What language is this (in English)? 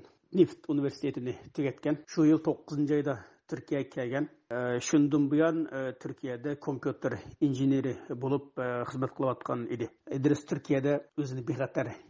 Uyghur